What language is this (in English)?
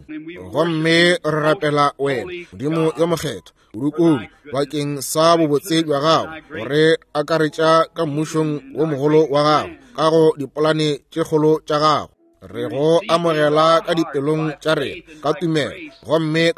Northern Sotho